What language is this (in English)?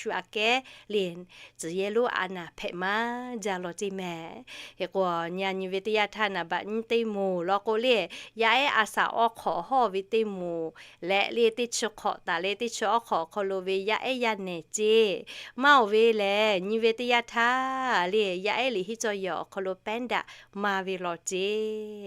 Lahu